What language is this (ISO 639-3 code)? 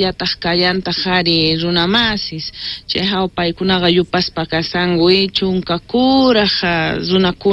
quh